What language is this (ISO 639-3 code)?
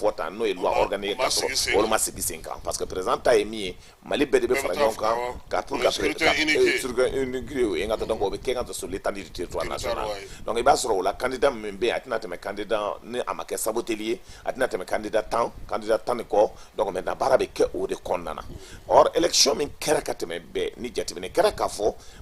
bam